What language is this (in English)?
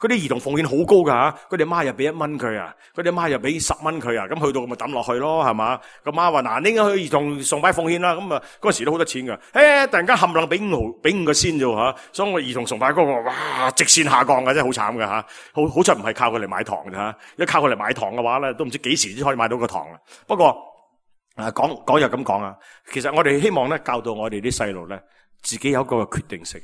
Cantonese